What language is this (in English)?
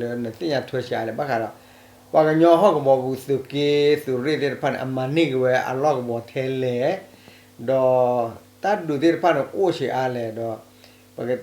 S'gaw Karen